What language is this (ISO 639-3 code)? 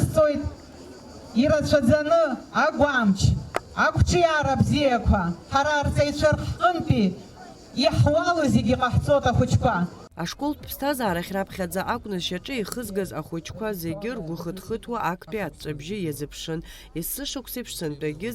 abk